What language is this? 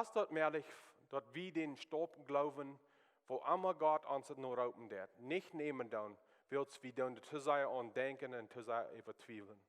Plautdietsch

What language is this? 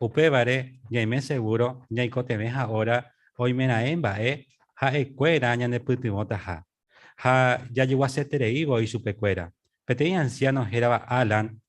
Guarani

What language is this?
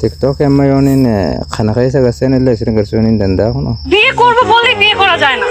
Oromo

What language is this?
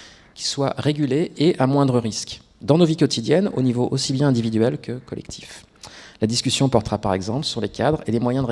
French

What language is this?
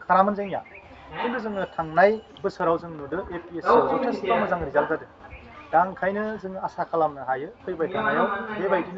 Bodo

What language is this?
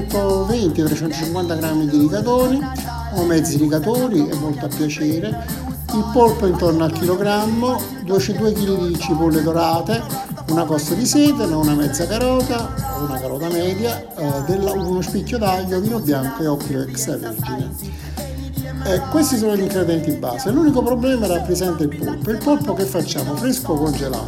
Italian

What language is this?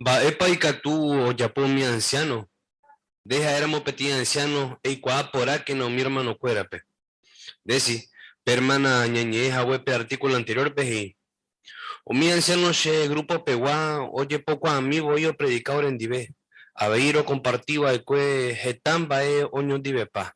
Guarani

